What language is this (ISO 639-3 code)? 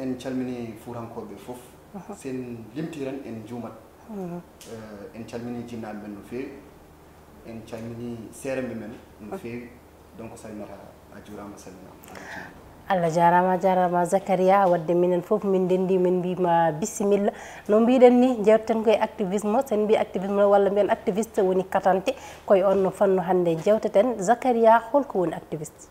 ful